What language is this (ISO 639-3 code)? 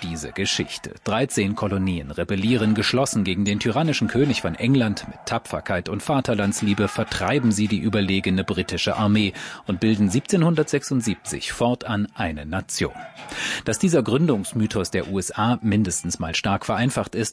deu